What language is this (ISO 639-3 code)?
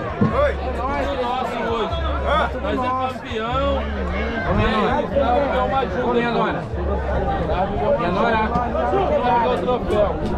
por